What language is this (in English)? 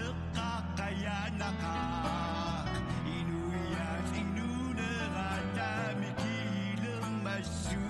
Kalaallisut